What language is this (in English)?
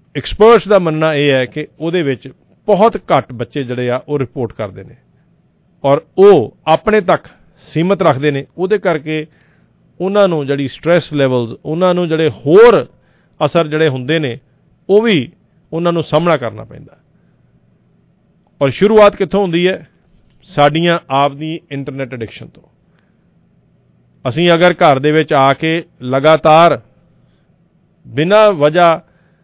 Punjabi